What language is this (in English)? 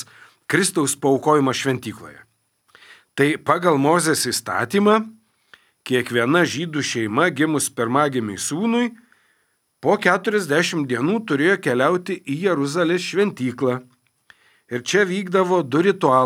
Lithuanian